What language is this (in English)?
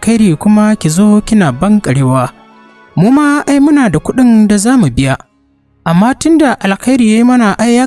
Hausa